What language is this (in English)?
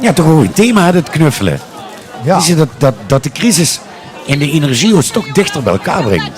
Limburgish